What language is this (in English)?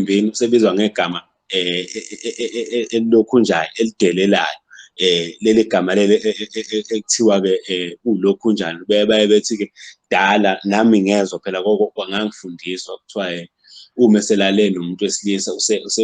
Zulu